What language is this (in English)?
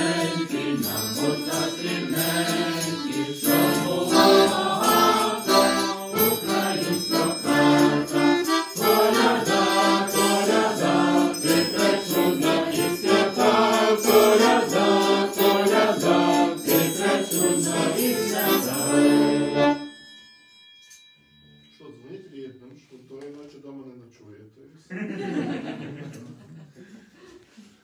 Ukrainian